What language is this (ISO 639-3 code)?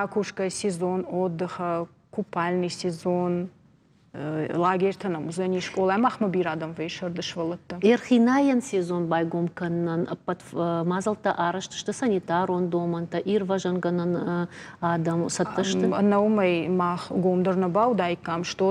oss